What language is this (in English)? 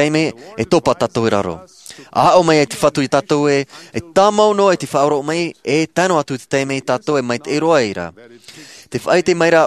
Tahitian